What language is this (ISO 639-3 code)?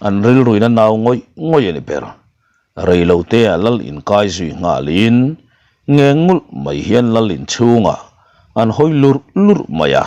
lus